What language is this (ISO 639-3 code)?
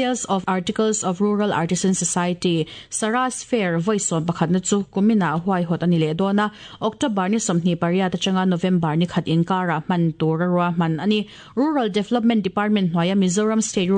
lus